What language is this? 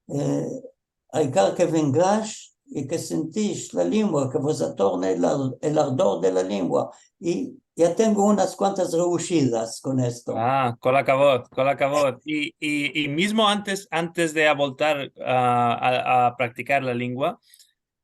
Ladino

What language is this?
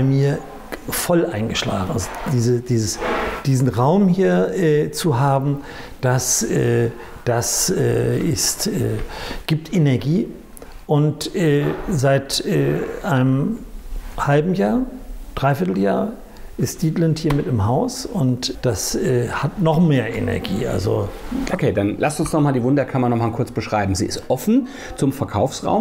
German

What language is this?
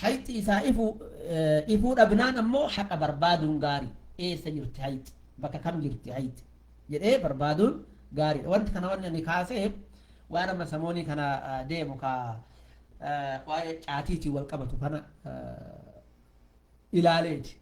Oromo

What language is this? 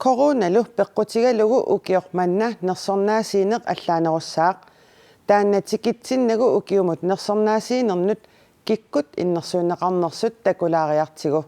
Kalaallisut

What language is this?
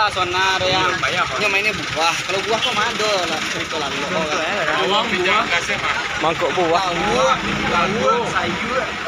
Minangkabau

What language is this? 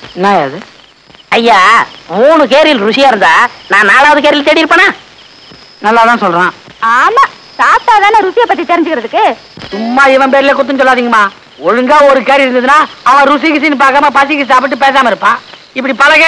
Tamil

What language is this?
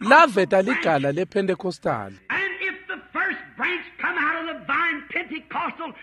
Swati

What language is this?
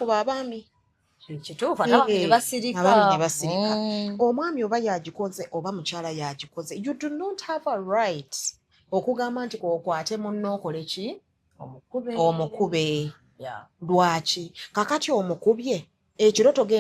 Ganda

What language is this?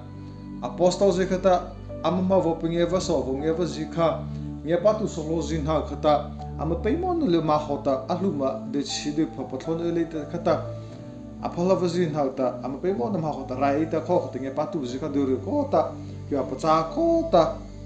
Mara Chin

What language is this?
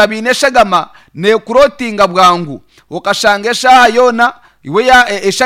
Nyankole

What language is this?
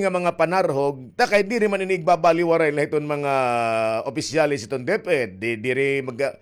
Waray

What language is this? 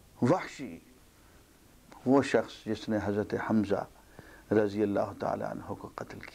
Urdu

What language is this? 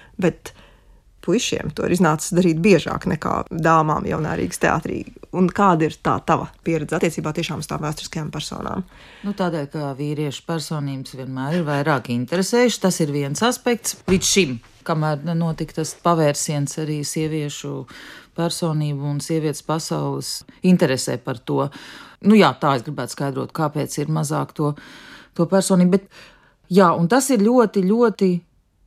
Latvian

